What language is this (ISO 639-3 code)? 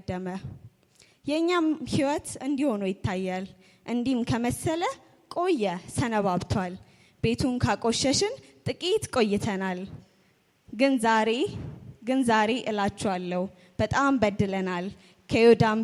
amh